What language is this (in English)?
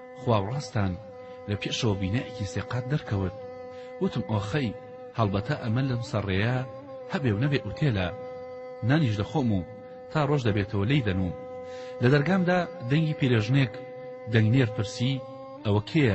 Central Kurdish